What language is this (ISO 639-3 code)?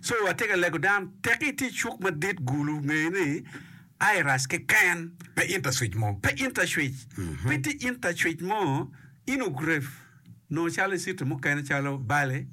ach